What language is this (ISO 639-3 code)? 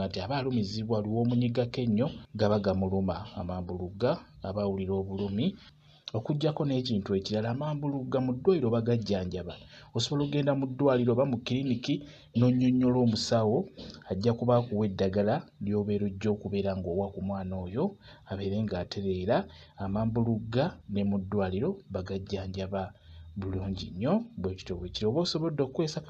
lug